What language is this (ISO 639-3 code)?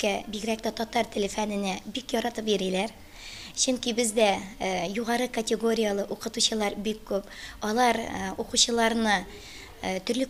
tat